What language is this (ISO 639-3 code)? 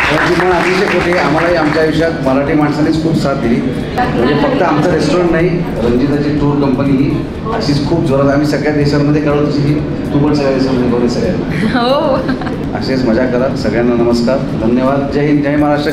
mar